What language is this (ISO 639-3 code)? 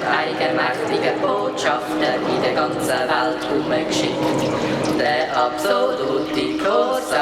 gsw